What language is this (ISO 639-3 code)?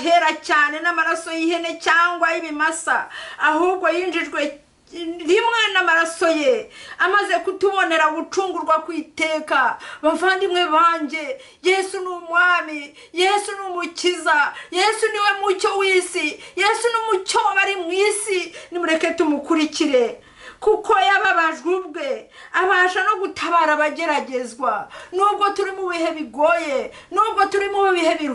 kin